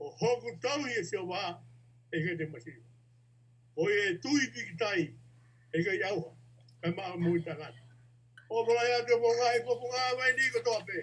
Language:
Tongan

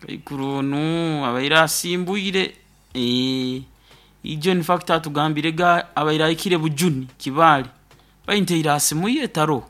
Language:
Nyoro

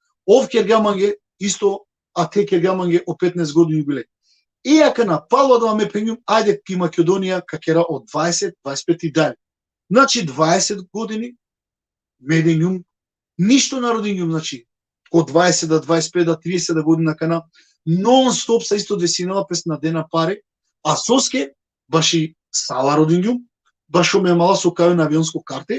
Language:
Balkan Romani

